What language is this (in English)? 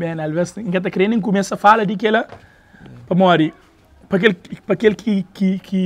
Kabuverdianu